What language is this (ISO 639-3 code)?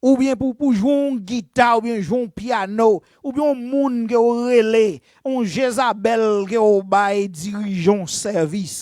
hat